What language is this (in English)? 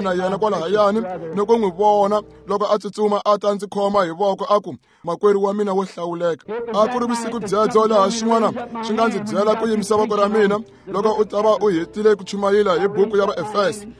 Tsonga